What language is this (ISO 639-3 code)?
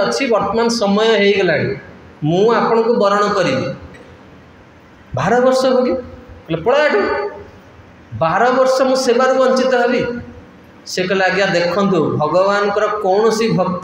ori